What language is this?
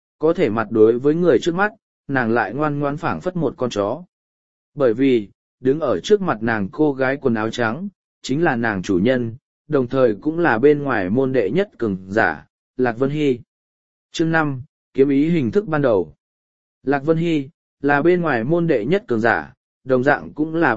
Vietnamese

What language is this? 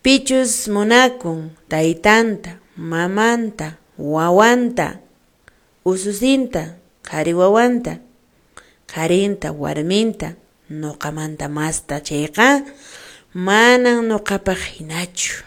Quechua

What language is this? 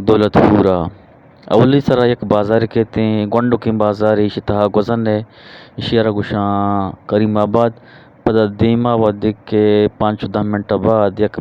Eastern Balochi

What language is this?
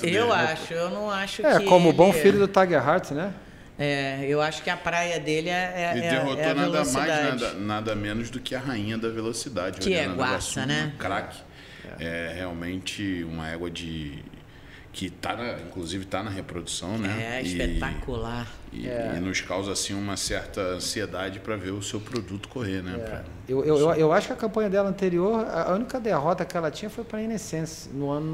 Portuguese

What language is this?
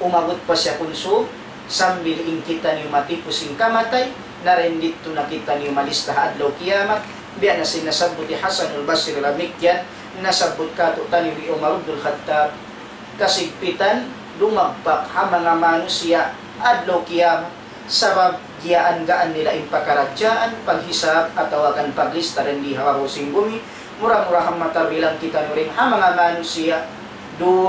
Tausug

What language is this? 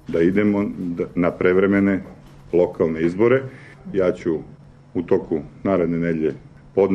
Serbian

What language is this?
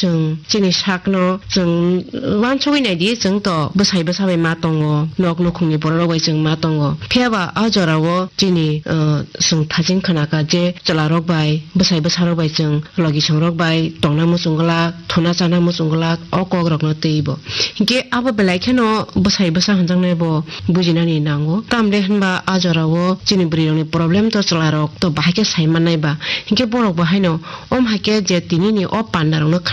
Kok Borok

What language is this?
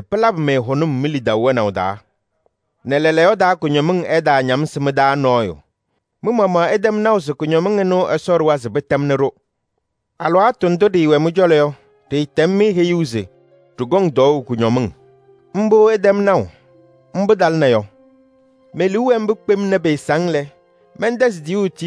Kabiyè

